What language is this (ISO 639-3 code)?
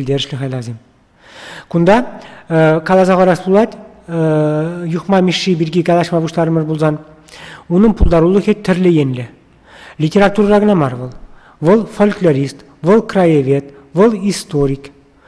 chv